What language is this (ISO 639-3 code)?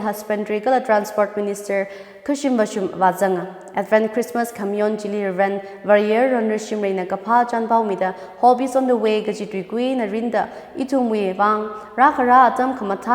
nmf